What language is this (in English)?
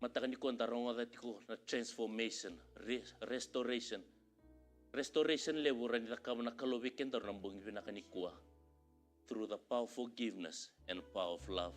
Fijian